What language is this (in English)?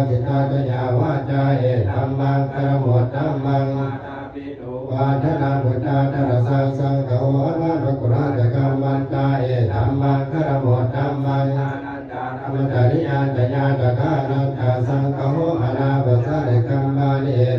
Pali